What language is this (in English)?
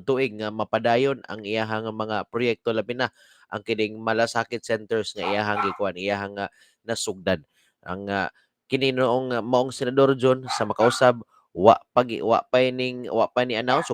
Cebuano